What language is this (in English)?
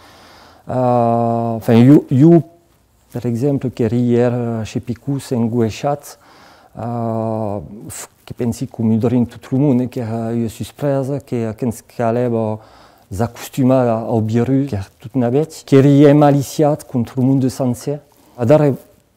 Occitan